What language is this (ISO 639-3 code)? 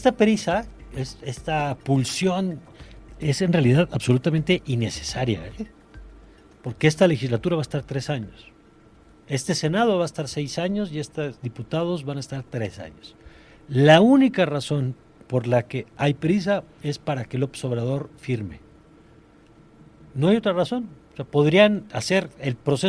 spa